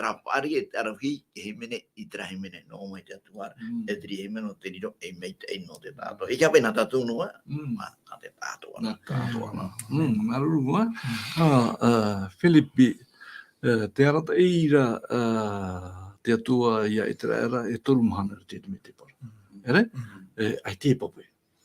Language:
Tahitian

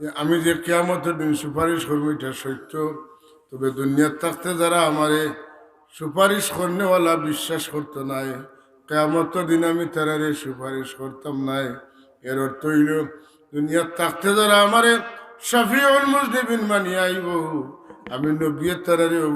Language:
Sylheti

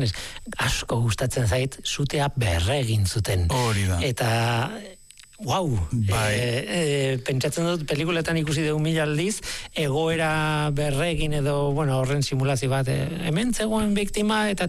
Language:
Basque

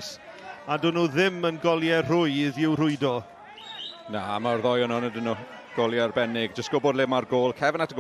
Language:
Welsh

